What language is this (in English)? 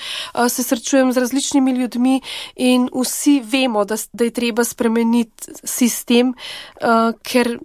Slovenian